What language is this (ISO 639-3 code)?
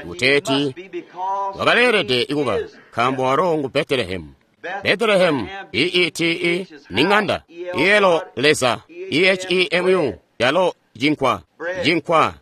toi